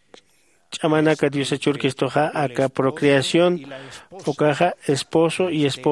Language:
Aymara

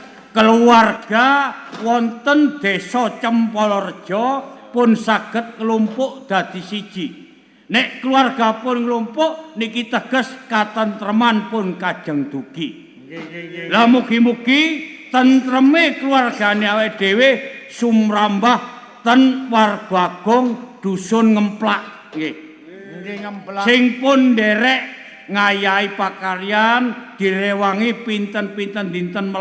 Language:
Javanese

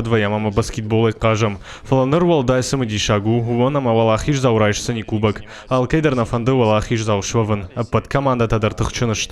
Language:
Ossetic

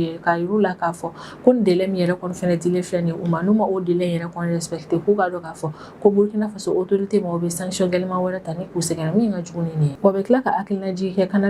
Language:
Bambara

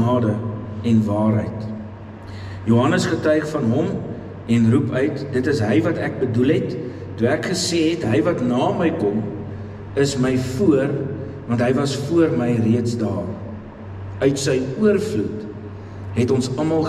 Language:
Afrikaans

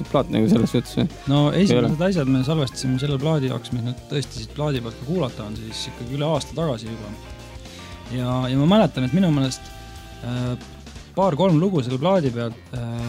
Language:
Estonian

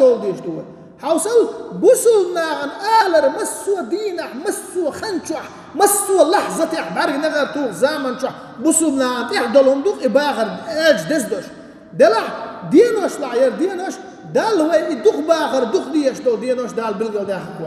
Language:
Chechen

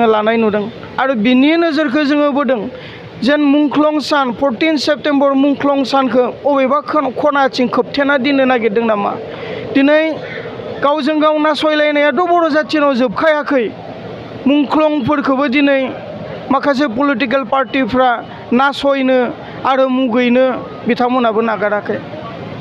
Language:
Bodo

